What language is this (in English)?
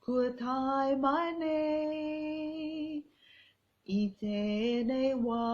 Māori